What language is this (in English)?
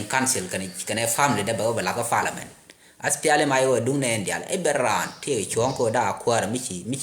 Nuer